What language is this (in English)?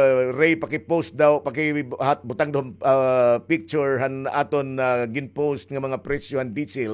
Waray